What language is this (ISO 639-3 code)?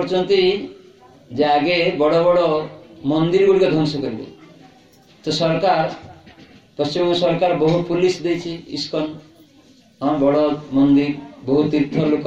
ori